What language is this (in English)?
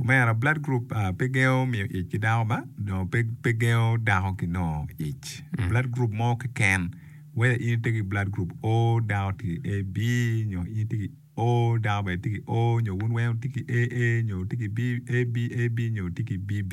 Acoli